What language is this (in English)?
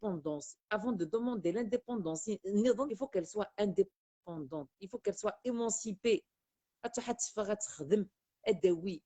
Kabyle